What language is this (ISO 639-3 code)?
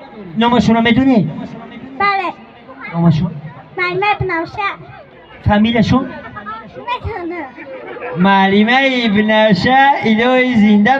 tgk